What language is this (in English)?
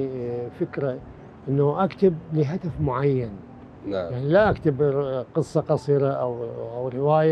Mesopotamian Arabic